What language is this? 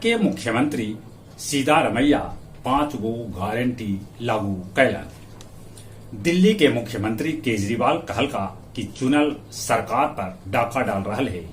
Magahi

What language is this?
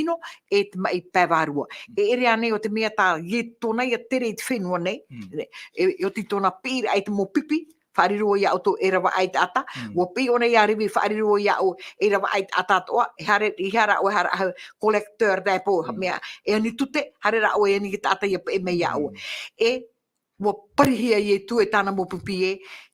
Tahitian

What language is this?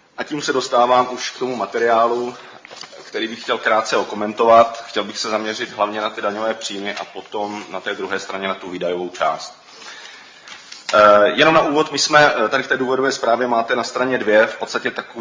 Czech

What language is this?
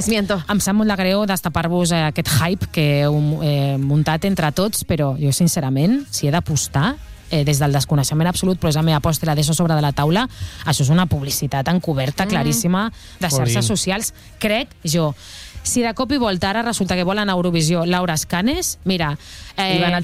Catalan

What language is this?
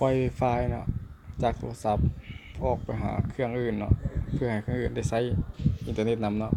Lao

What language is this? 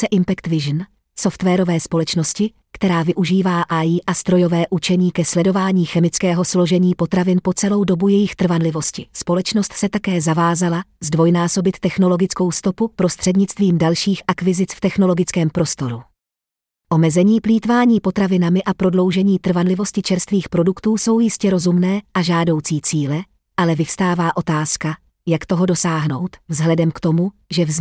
Czech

